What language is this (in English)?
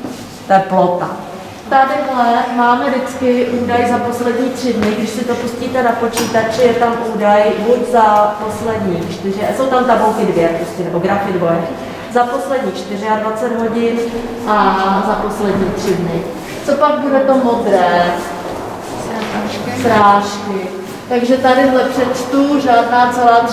Czech